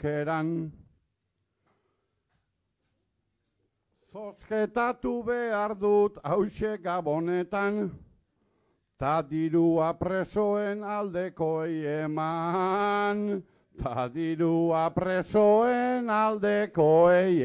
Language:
Basque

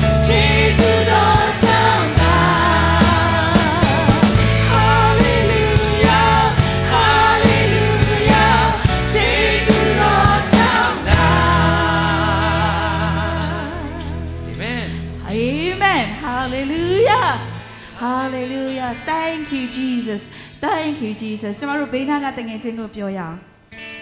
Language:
Burmese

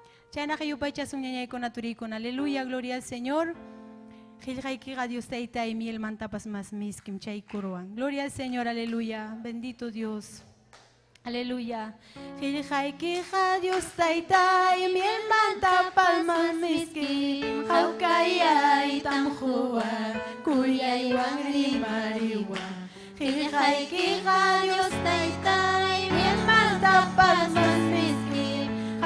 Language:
Ayacucho Quechua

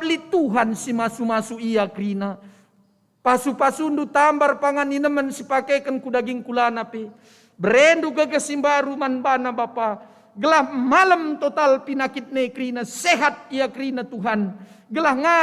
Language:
Batak Karo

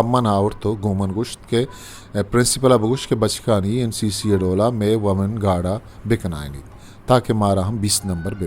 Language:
Eastern Balochi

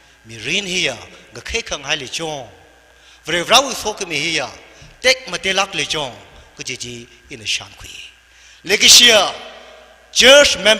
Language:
Tangkhul Naga (India)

